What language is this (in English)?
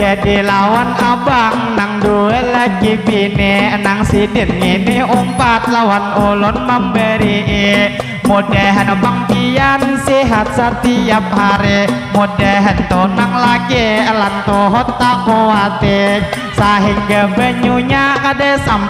Banjar